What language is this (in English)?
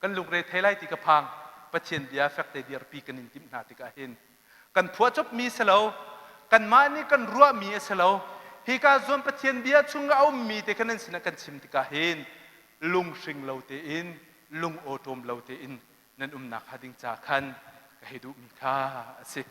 Hakha Chin